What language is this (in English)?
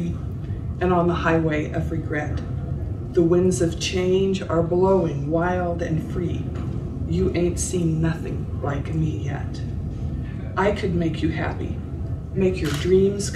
English